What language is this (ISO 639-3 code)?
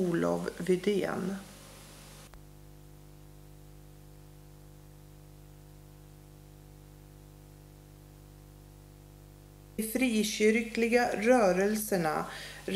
swe